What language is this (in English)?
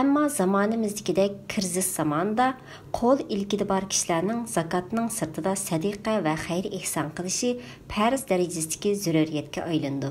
Uyghur